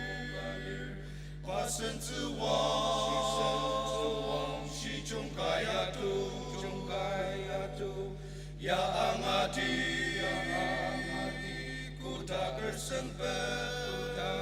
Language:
Ao Naga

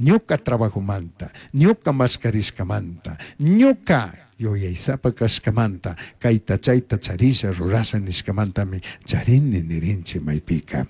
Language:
Chimborazo Highland Quichua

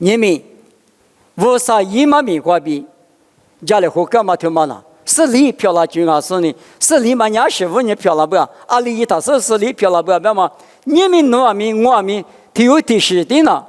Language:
Lisu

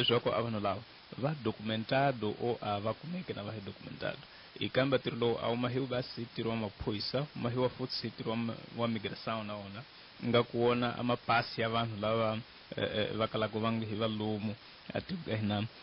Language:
Tsonga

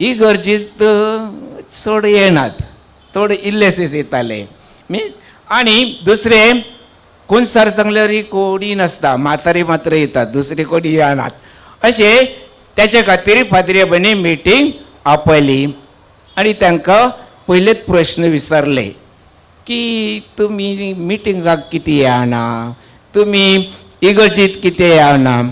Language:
Konkani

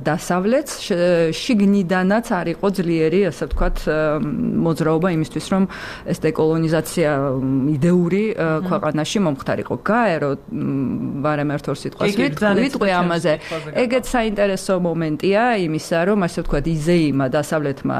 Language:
Georgian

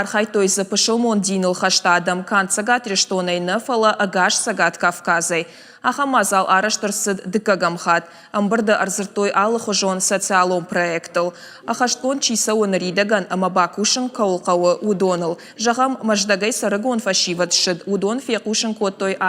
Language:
Ossetic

